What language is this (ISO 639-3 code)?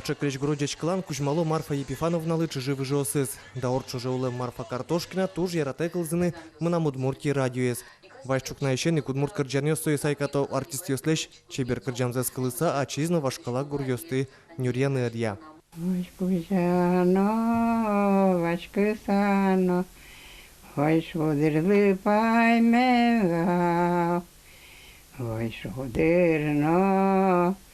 udm